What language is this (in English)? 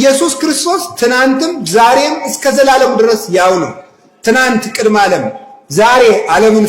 Amharic